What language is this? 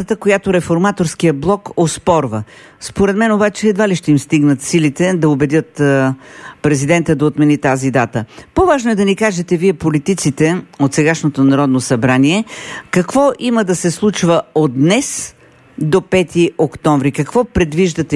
Bulgarian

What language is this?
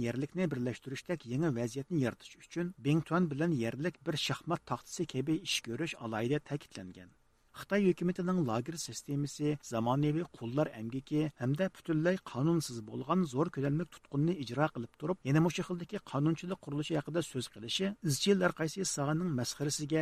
Uyghur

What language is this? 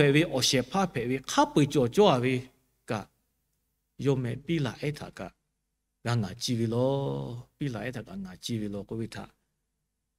Lahu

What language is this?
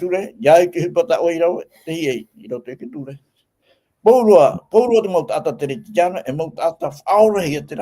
Tahitian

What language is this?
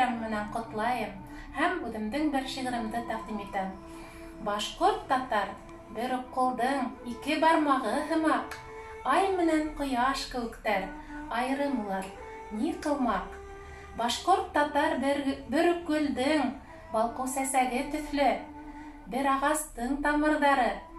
Bashkir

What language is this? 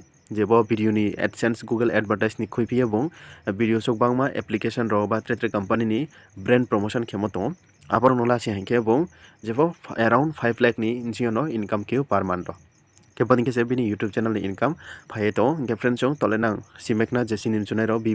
Riang (India)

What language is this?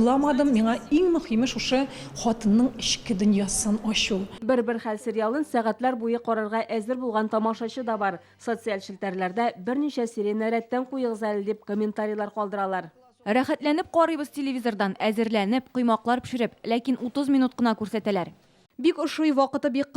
Tatar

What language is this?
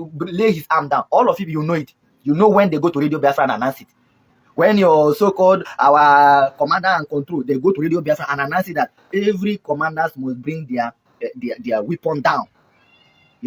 Nigerian Pidgin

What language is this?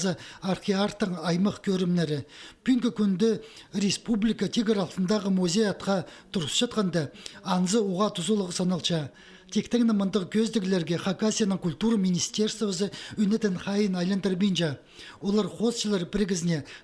Khakas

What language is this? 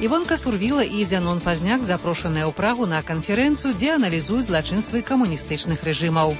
Belarusian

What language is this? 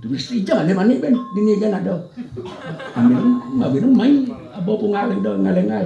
Balinese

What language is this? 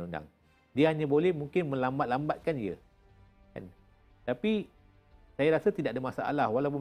Malay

